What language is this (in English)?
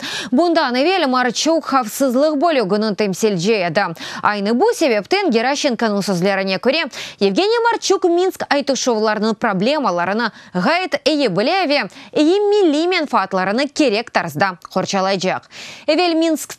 Crimean Tatar